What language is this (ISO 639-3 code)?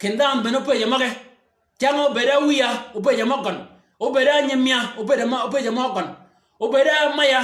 shk